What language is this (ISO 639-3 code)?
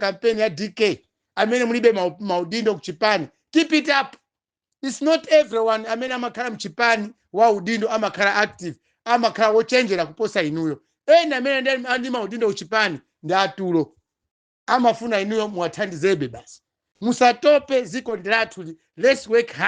nya